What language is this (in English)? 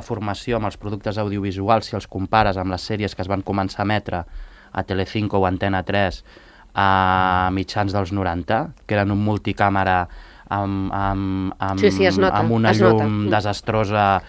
Catalan